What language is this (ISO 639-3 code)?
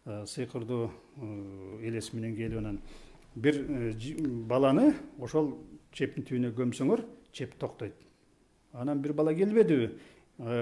kir